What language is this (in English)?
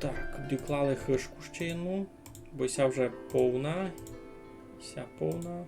Rusyn